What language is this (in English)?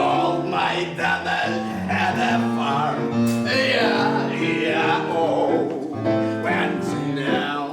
Crimean Tatar